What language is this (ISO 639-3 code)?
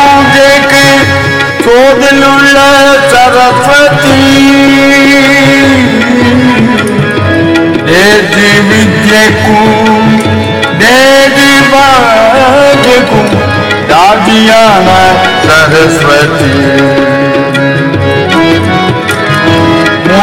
kan